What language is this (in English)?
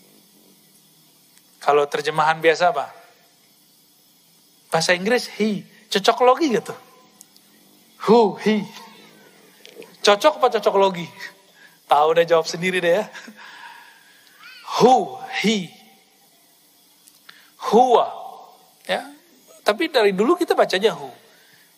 Indonesian